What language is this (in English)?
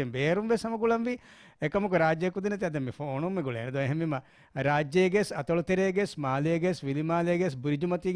Divehi